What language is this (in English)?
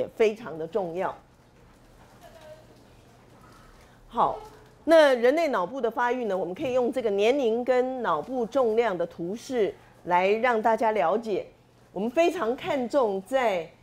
Chinese